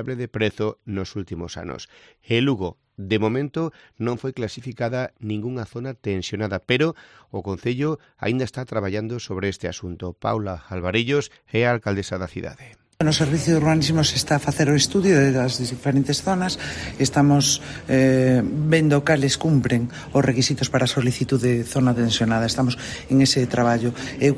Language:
Galician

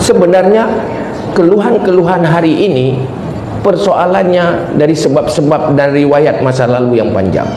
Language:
Achinese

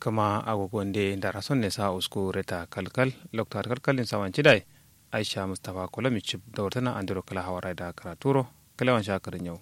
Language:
Kanuri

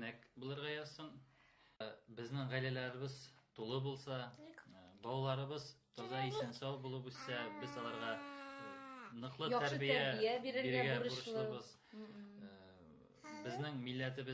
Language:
Tatar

